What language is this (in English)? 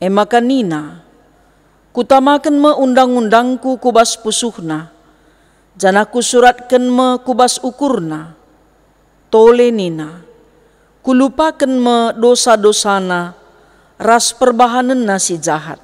Batak Karo